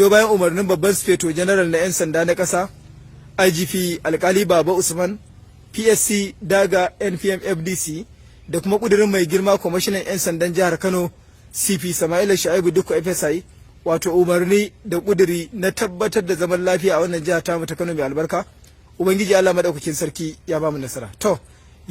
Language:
Hausa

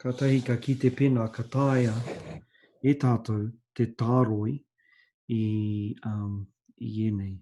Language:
Māori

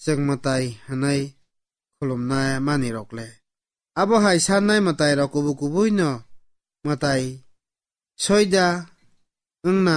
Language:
Kok Borok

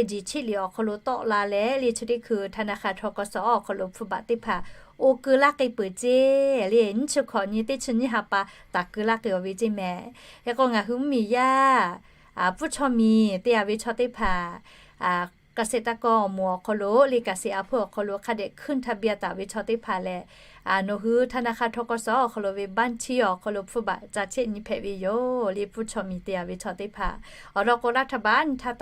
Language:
Lahu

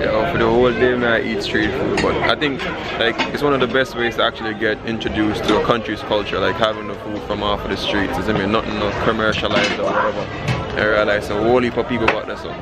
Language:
Jamaican Creole English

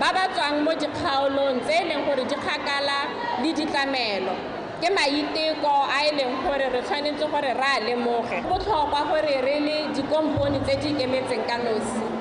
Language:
Tswana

